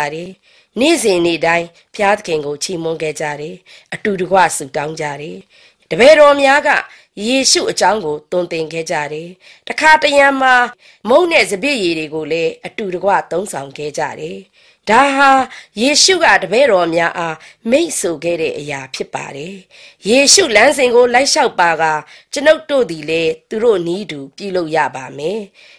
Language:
Burmese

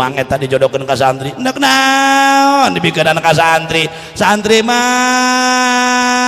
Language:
Sundanese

